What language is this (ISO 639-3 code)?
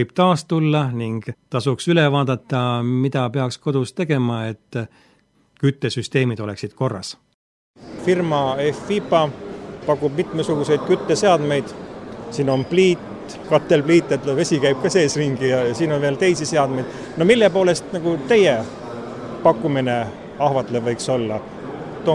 est